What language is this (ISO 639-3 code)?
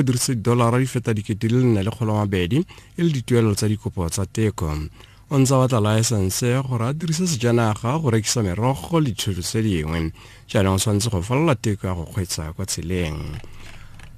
tsn